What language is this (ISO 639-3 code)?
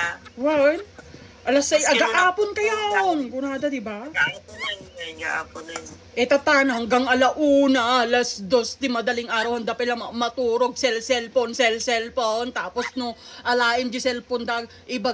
ilo